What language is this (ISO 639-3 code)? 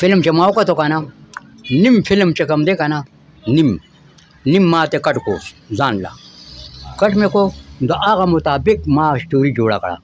pus